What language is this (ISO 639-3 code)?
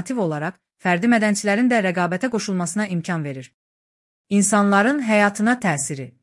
aze